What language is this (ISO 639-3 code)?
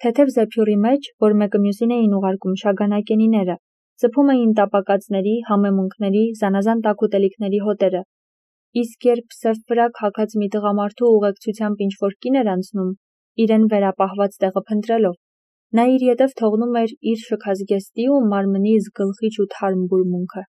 hye